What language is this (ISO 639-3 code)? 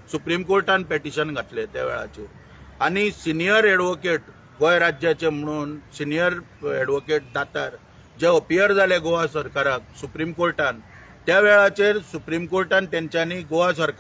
kok